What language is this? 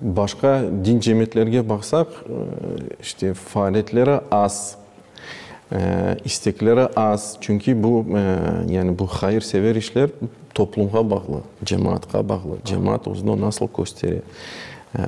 Crimean Tatar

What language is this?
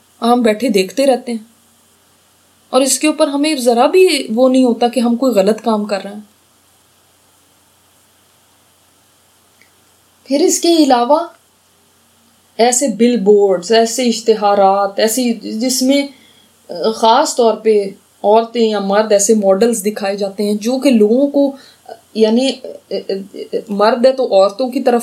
Urdu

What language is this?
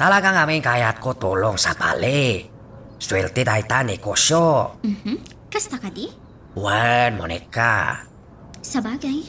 Iloko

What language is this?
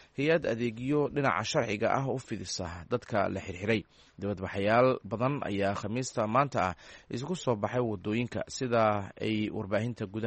Somali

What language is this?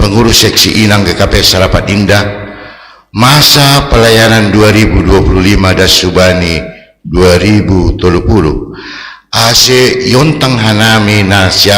Batak Simalungun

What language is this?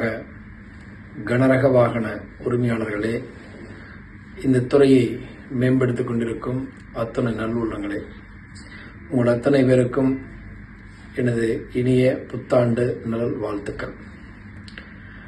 Tamil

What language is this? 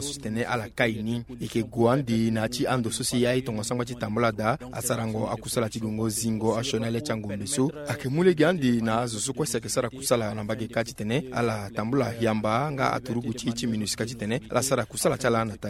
Sango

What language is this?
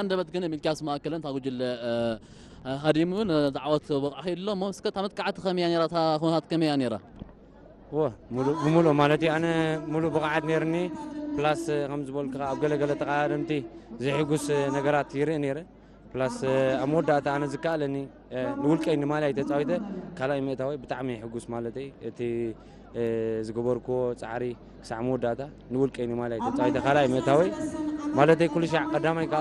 Tigrinya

